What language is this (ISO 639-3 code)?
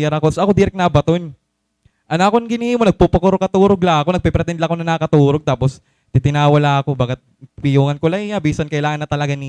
war